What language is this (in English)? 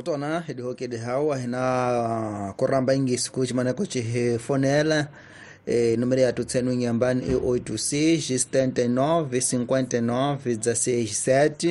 Tsonga